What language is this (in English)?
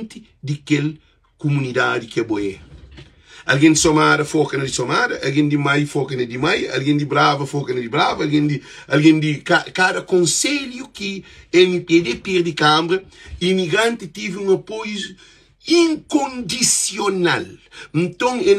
Kabuverdianu